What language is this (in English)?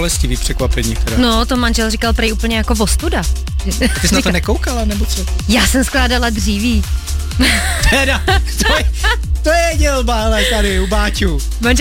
Czech